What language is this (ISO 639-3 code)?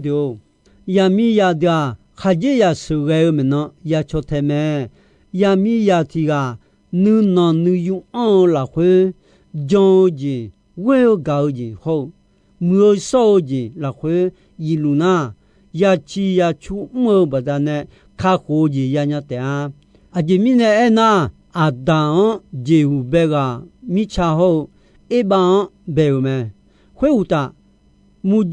ahk